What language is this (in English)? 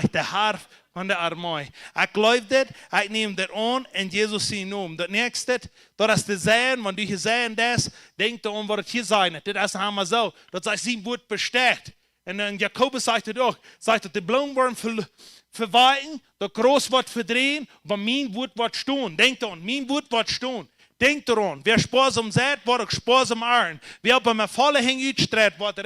Plautdietsch